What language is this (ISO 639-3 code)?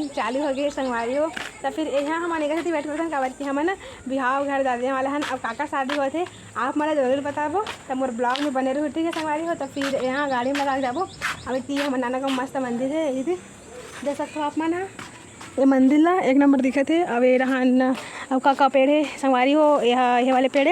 hne